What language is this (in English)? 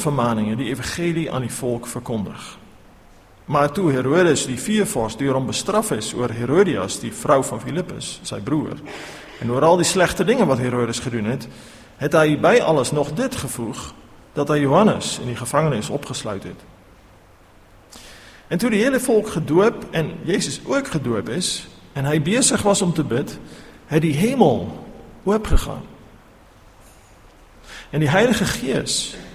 Afrikaans